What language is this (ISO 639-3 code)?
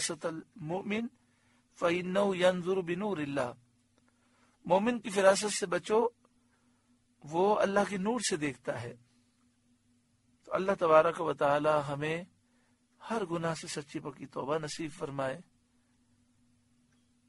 urd